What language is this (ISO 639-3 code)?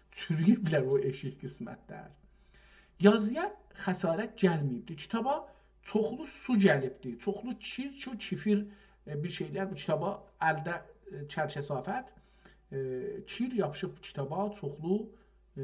azb